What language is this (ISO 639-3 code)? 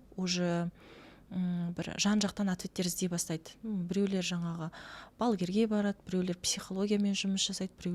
kaz